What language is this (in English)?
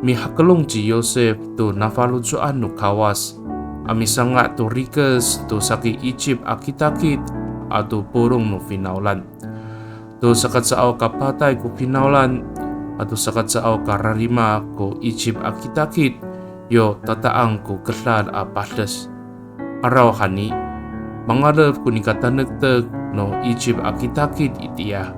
Amis